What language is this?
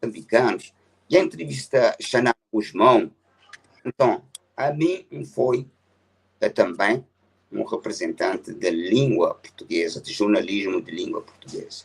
Kabuverdianu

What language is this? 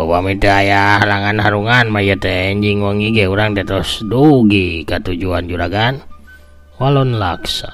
Sundanese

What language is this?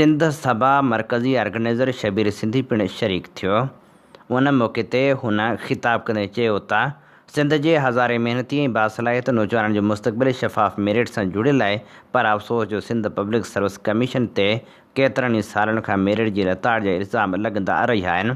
Sindhi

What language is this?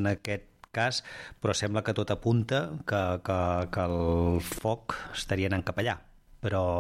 Catalan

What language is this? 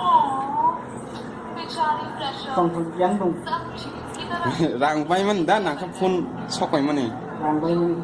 Kok Borok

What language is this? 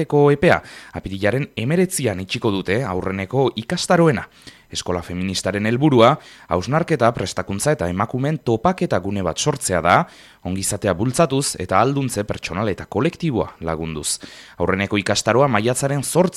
Basque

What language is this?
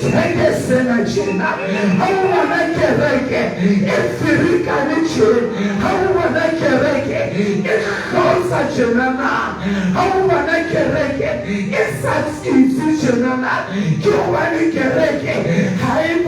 Southern Sotho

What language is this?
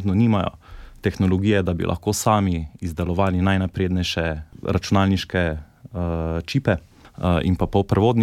Slovenian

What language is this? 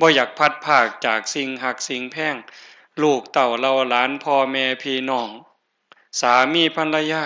Northeastern Thai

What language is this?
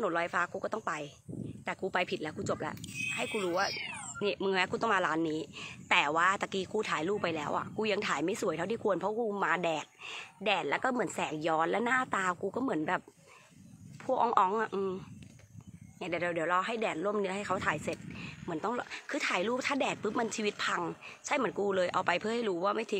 Thai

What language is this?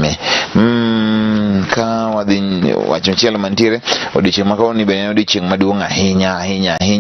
Luo (Kenya and Tanzania)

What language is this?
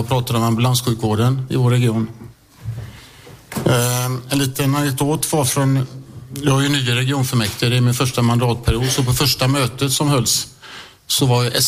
Swedish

